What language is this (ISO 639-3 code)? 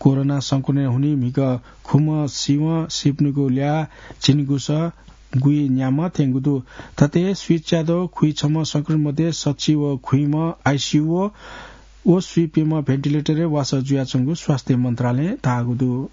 new